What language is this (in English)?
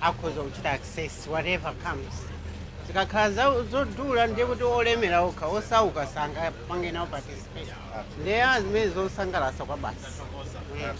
Nyanja